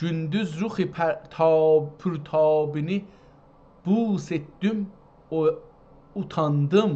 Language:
South Azerbaijani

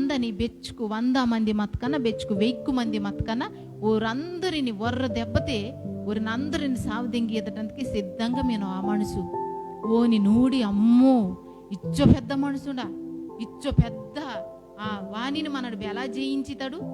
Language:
Koya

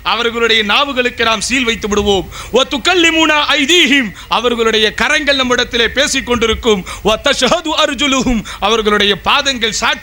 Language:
Tamil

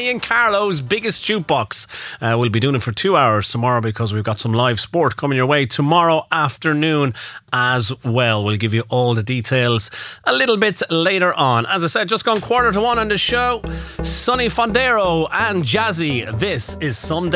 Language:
English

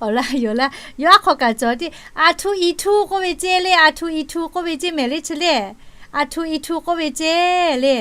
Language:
Lahu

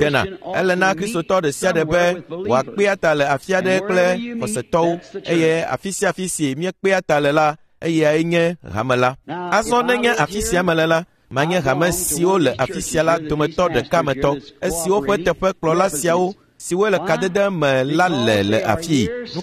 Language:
Ewe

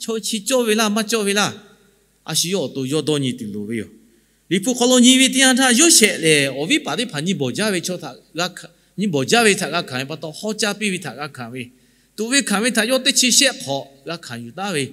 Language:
Lahu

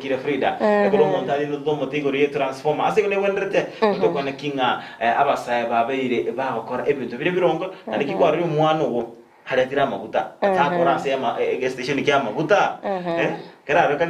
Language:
Gusii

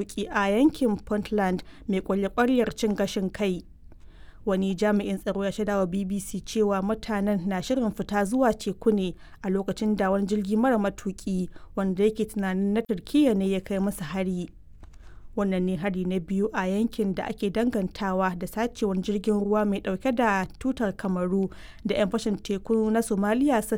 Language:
Hausa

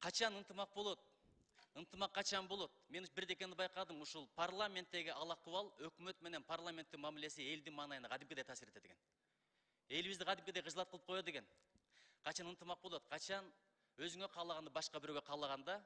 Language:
Kyrgyz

